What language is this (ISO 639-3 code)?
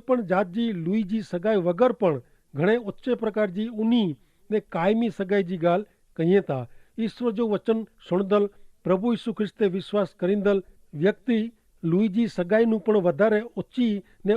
kfr